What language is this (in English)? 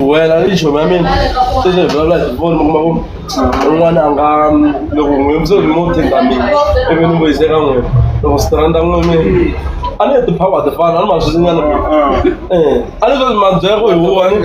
Tsonga